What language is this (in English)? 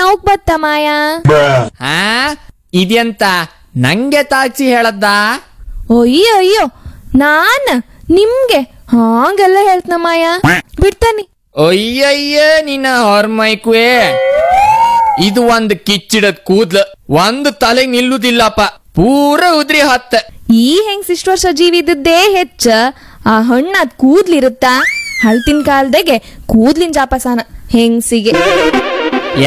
Kannada